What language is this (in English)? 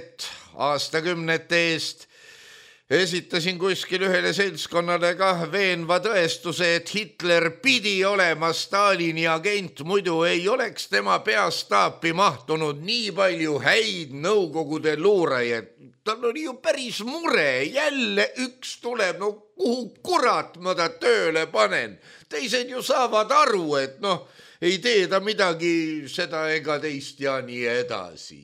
Estonian